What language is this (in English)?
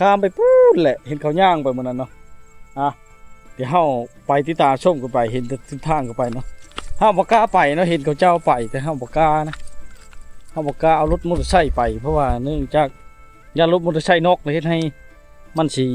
Lao